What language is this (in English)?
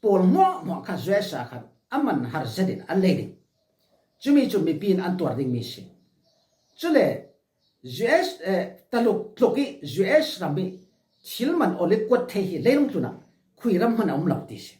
Falam Chin